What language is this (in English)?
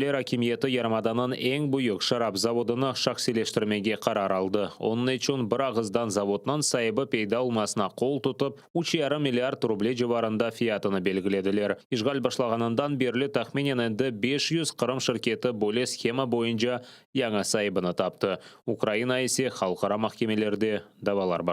Crimean Tatar